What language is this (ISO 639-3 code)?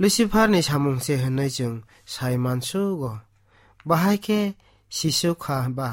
trp